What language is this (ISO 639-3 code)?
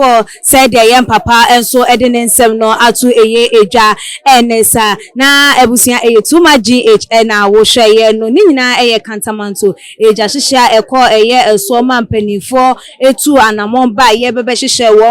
aka